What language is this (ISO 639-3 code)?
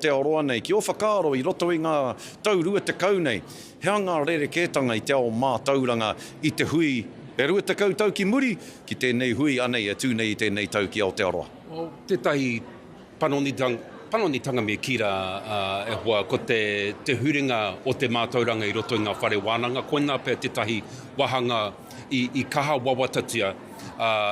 mri